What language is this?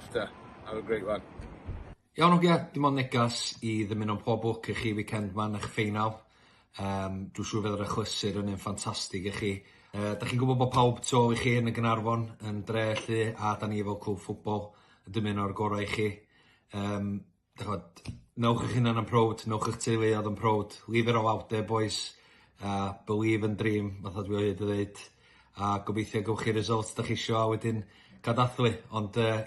Welsh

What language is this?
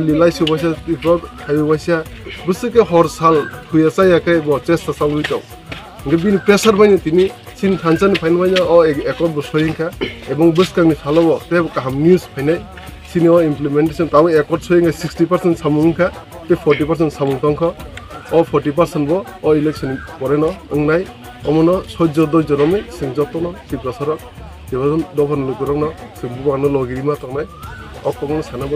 Kok Borok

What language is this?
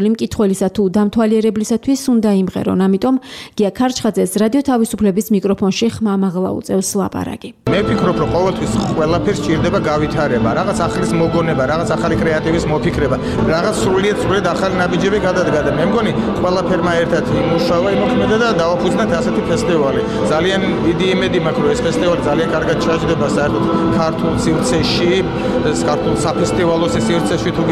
Georgian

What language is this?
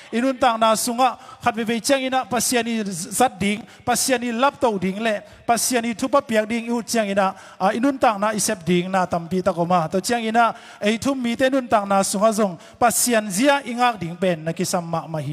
Tedim Chin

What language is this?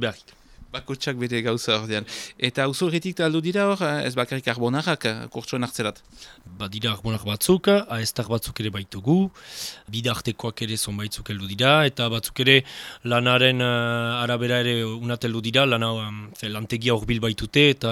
Basque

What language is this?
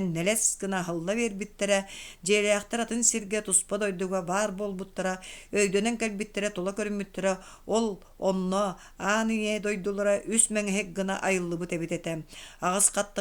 Yakut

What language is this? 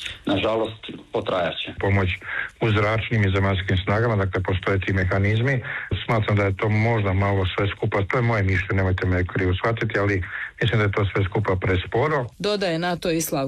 Croatian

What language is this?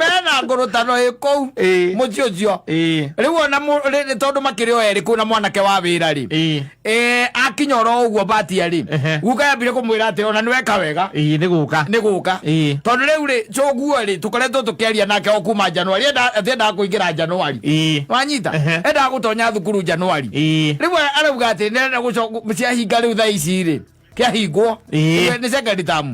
Kikuyu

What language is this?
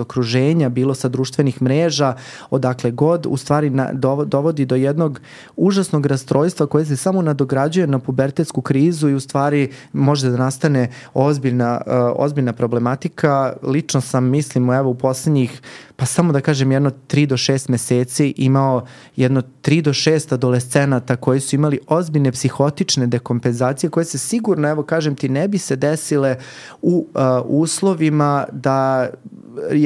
Serbian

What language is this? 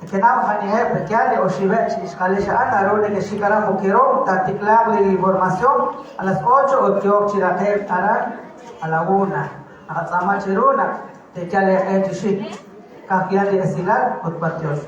Kekchí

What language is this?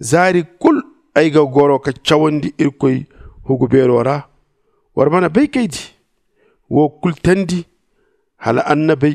Zarma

